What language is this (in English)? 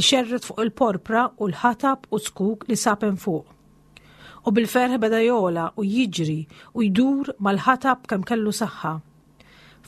Maltese